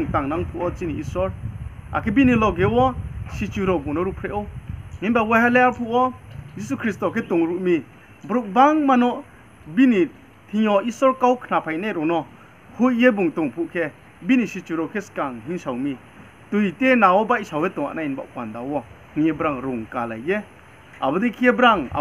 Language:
Riang (India)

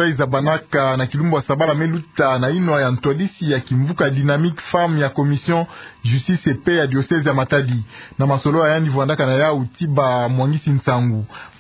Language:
Kituba (Democratic Republic of Congo)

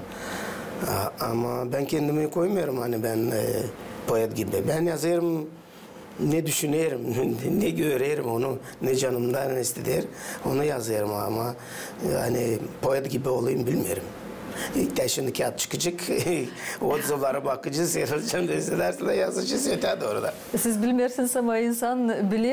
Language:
Gagauz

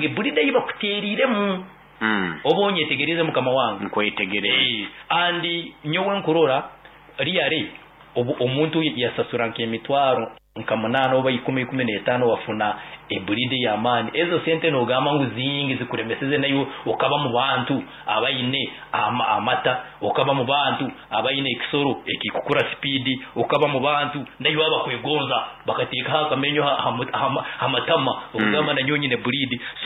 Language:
Nyoro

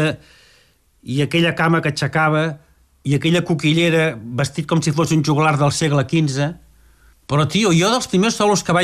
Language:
Catalan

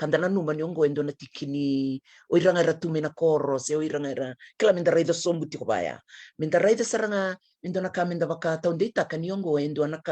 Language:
Fijian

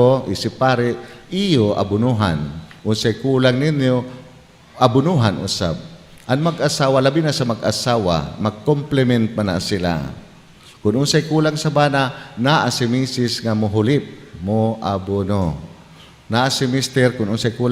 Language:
Cebuano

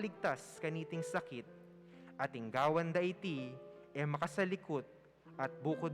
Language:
Pampanga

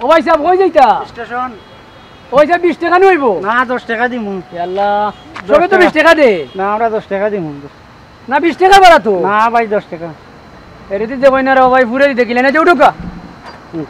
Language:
Sylheti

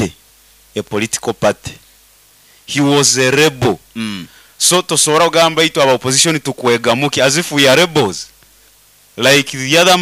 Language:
Nyoro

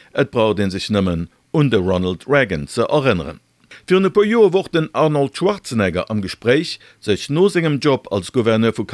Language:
Luxembourgish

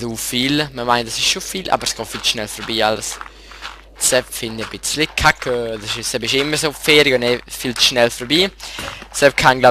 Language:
Swiss German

